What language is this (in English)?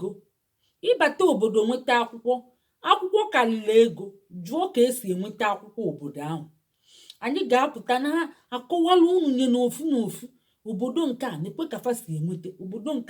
Igbo